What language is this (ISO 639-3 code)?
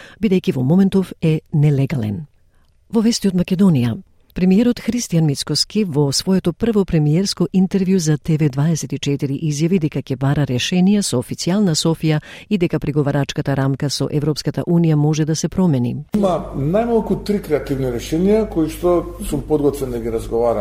mkd